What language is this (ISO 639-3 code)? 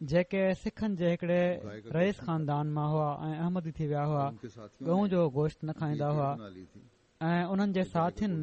snd